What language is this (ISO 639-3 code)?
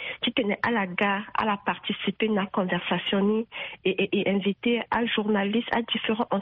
sag